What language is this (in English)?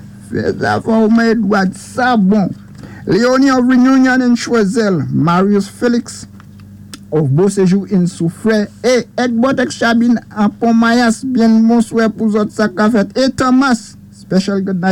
Saint Lucian Creole French